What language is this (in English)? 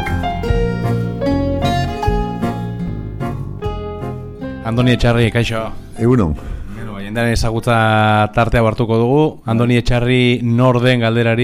Basque